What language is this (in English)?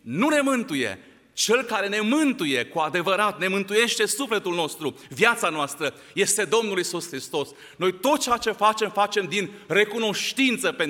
Romanian